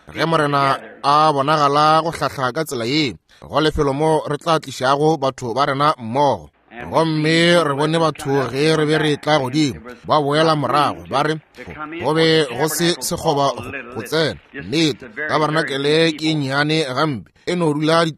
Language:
Northern Sotho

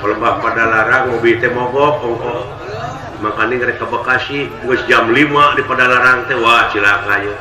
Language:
Sundanese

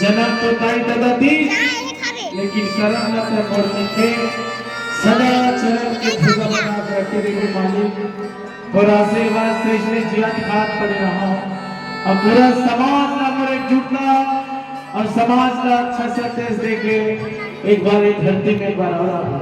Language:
Chhattisgarhi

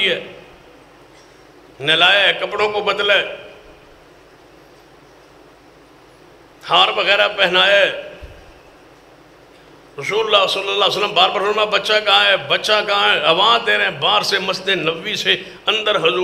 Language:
Urdu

